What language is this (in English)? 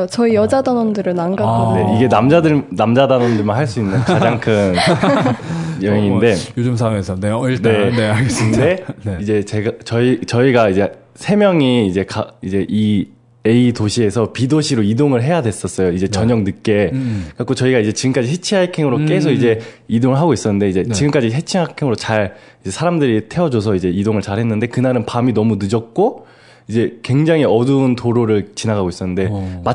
Korean